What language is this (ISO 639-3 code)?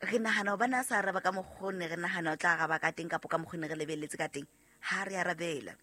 sot